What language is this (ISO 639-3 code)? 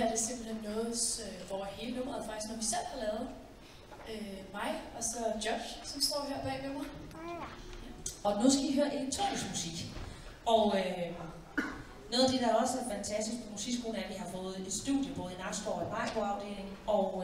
dan